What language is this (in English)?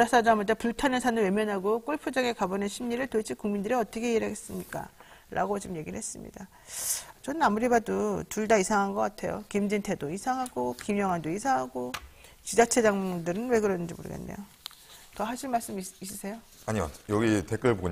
Korean